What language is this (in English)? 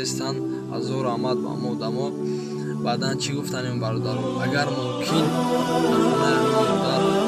Tajik